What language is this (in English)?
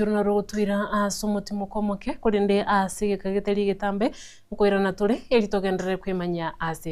Gusii